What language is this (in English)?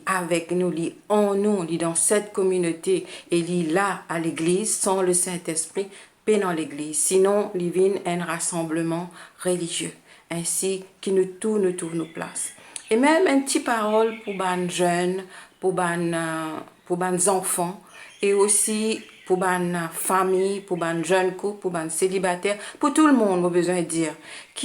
Morisyen